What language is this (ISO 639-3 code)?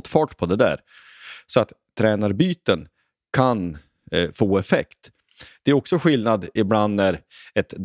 swe